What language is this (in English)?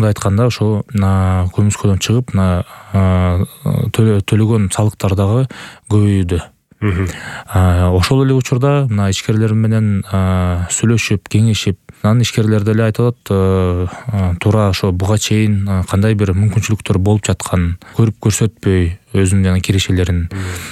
Kyrgyz